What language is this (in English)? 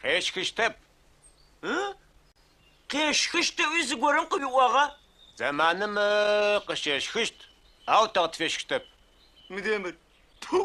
Adyghe